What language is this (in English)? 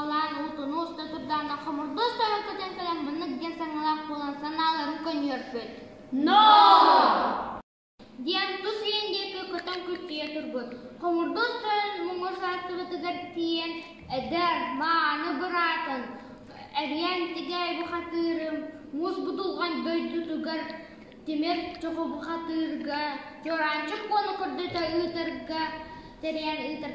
Yakut